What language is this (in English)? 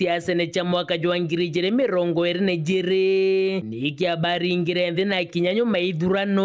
Meru